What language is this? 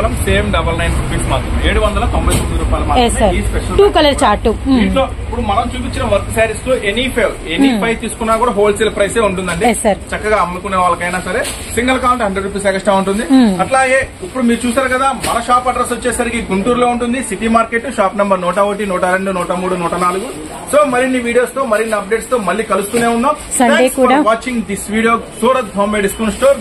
Telugu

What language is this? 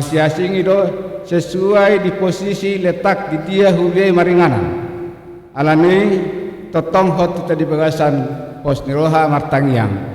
Batak Toba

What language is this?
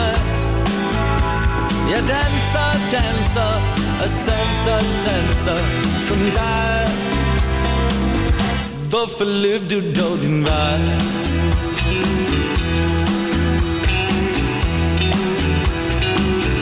Danish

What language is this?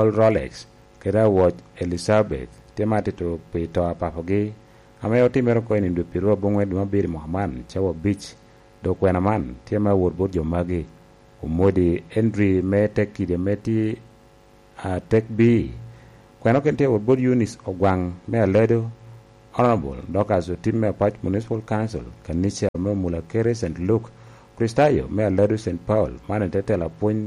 Lango (Uganda)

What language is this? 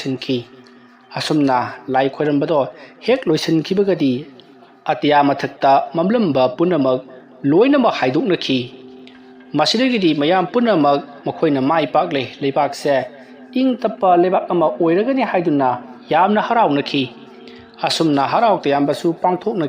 Manipuri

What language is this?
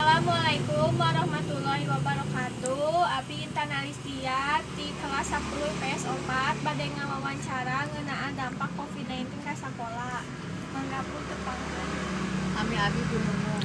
Sundanese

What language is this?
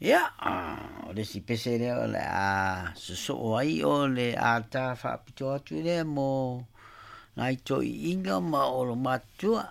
Samoan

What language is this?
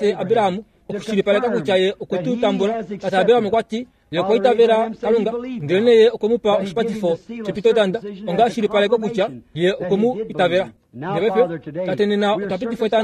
Kuanyama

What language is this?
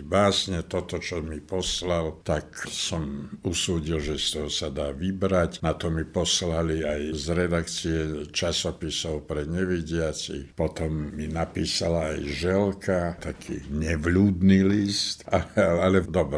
Slovak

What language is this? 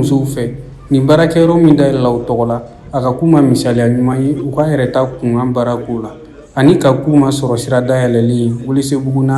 Bambara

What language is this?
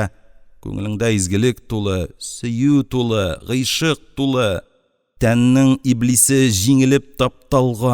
Tatar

